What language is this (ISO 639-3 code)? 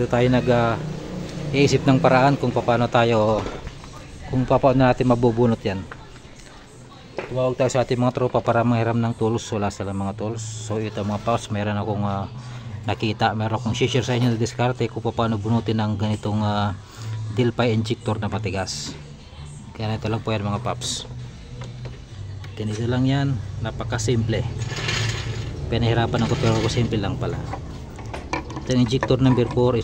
fil